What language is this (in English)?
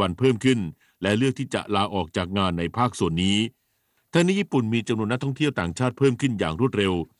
Thai